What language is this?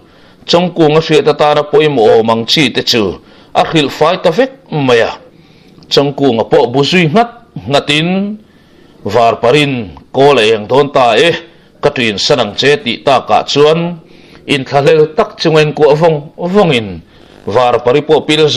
Mizo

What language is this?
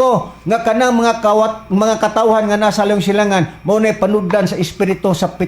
Cebuano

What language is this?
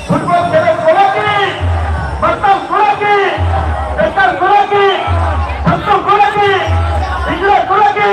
Santali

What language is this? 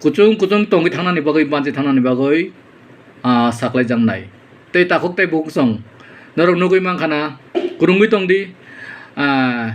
Kok Borok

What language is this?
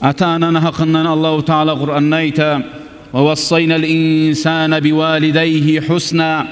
Kumyk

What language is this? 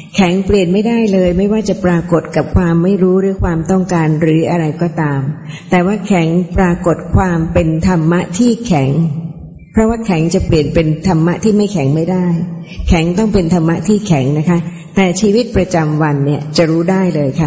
Thai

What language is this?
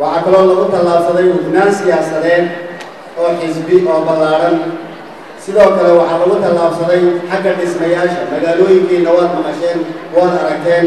Somali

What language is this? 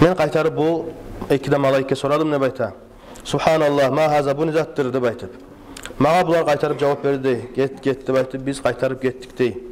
Kumyk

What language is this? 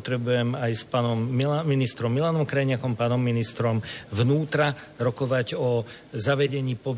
Slovak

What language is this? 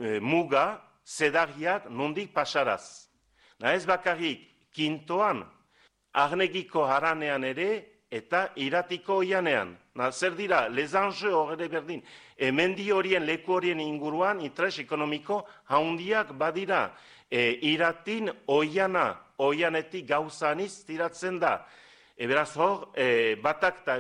Basque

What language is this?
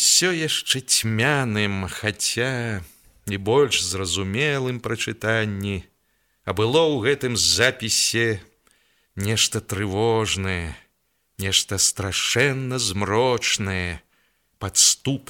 Belarusian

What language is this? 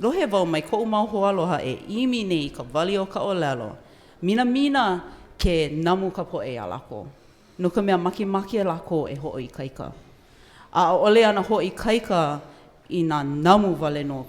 Hawaiian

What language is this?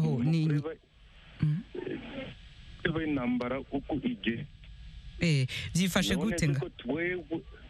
Kinyarwanda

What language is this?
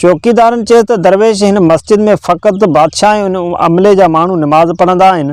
Sindhi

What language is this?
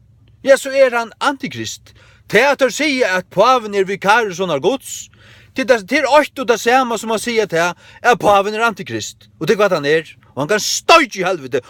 Faroese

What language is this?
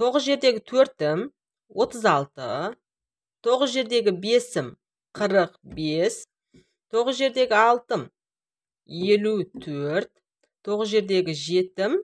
Kazakh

